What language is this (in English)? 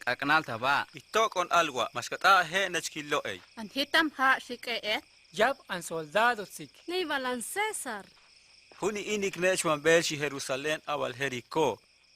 Huastec